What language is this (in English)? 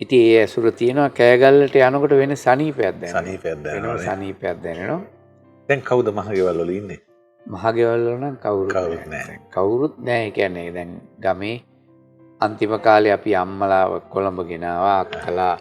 Sinhala